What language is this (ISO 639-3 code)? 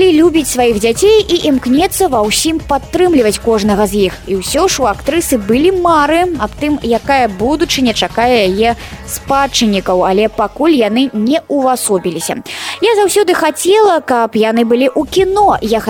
bel